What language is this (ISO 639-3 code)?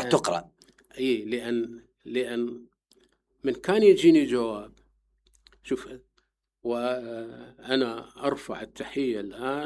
acm